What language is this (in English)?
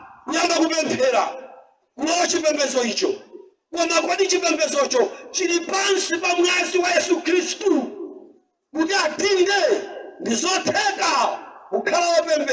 Nyanja